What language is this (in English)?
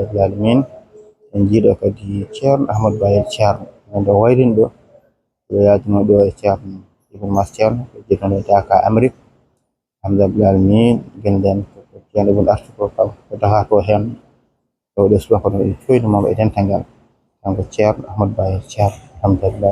Fula